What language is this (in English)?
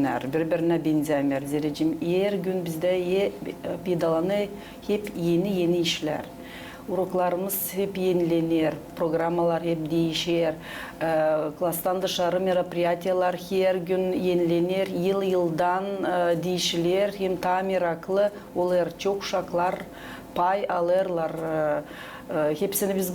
Gagauz